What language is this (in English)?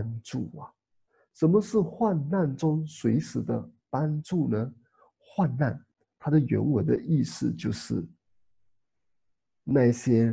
Chinese